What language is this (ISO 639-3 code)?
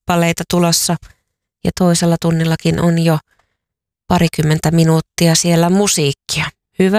fin